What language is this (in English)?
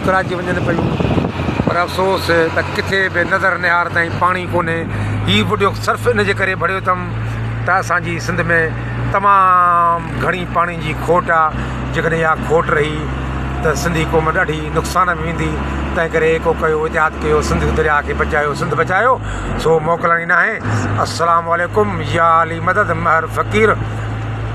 Sindhi